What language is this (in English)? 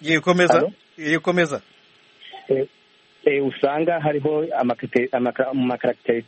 Kinyarwanda